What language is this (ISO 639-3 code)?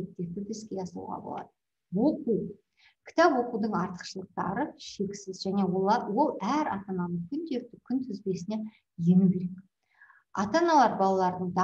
kaz